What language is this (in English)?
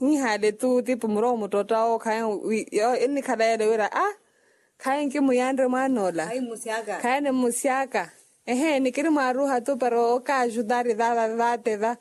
Makhuwa